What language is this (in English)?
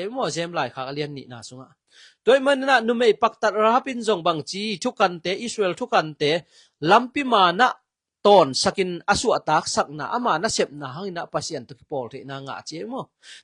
Tedim Chin